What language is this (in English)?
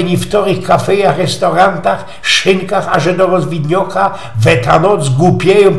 Silesian